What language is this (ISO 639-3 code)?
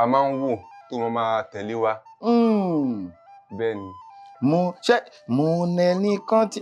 yor